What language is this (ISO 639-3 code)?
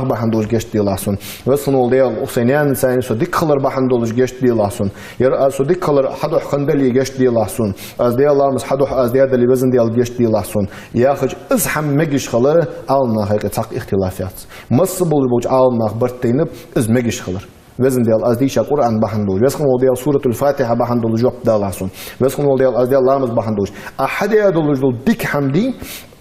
inh